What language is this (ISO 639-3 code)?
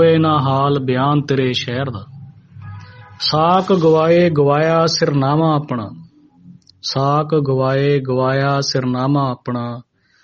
pan